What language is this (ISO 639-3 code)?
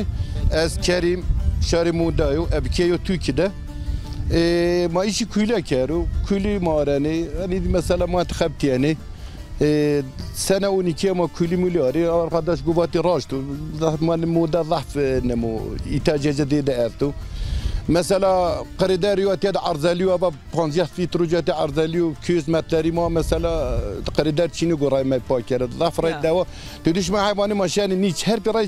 zza